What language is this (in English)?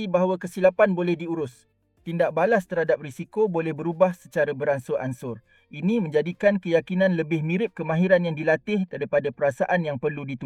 Malay